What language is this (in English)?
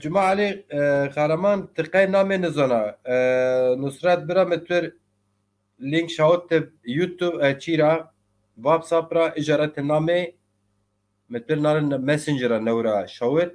Zaza